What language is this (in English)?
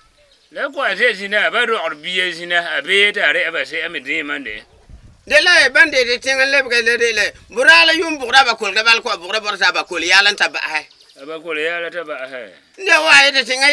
Frafra